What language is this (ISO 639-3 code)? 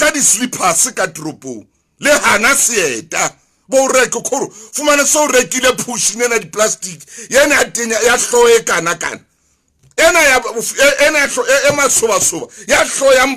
sot